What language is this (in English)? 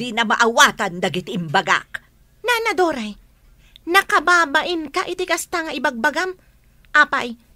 Iloko